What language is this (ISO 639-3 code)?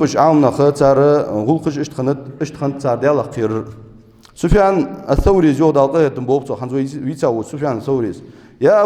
inh